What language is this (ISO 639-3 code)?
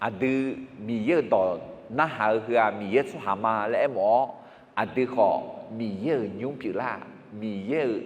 ahk